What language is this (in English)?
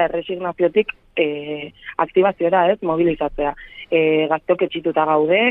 Basque